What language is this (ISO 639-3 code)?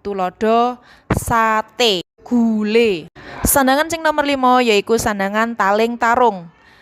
jav